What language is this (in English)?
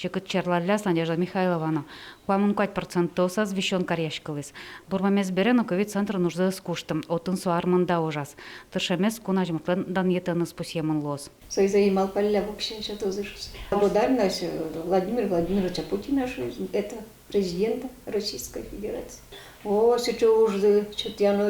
Udmurt